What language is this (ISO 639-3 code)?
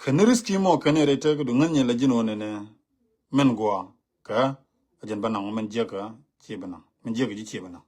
nus